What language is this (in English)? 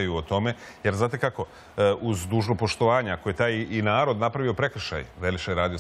Serbian